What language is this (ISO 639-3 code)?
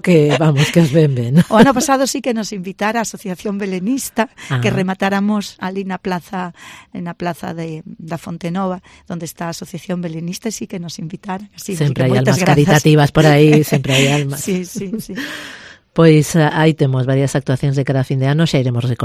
glg